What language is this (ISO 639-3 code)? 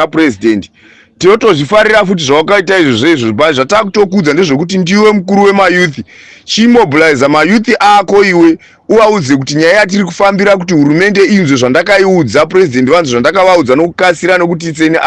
sna